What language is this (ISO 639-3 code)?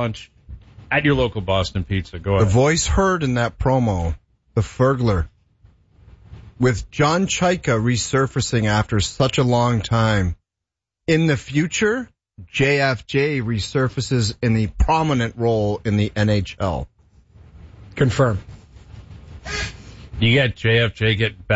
eng